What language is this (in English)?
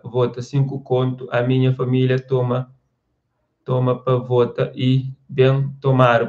Kabuverdianu